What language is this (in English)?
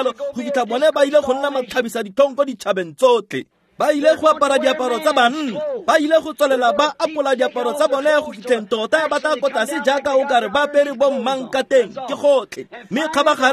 Tswana